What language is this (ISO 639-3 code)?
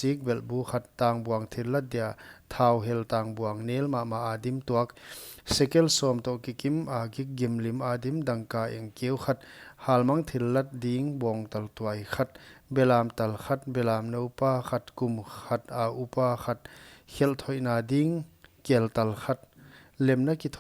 pck